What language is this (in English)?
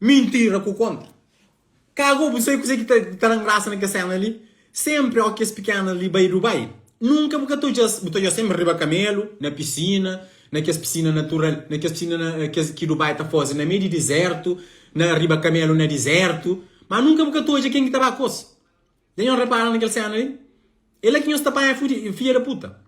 Kabuverdianu